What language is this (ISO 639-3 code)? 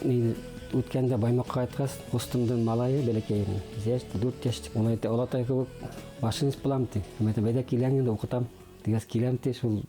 bak